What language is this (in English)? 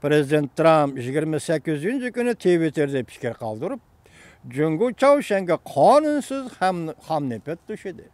Uyghur